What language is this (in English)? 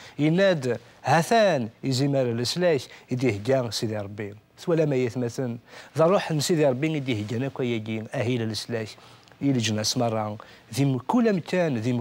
Kabyle